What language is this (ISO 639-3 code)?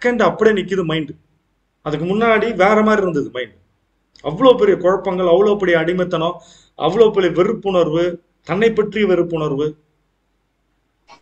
tam